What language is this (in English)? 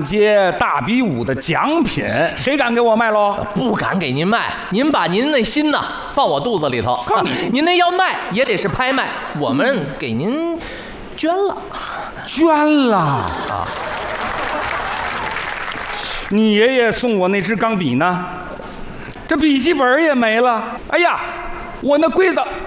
Chinese